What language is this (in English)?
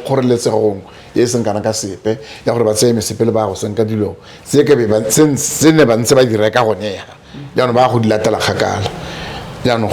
Tswana